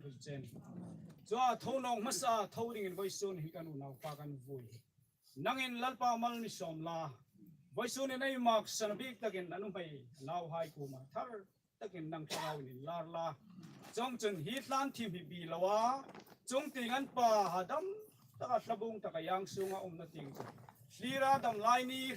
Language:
Hmar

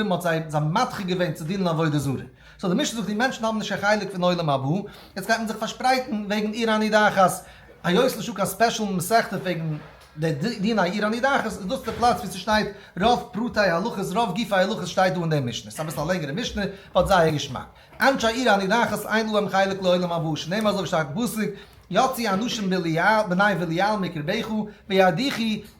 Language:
Yiddish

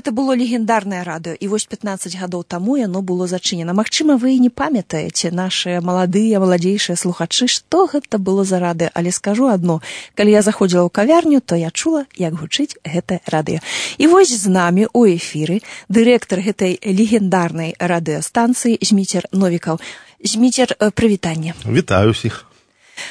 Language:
Belarusian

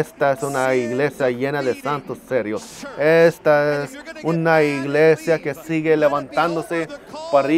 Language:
Spanish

